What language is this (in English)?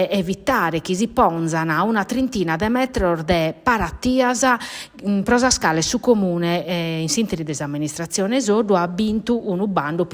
Sardinian